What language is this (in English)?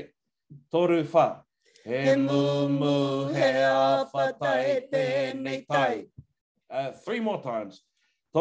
Māori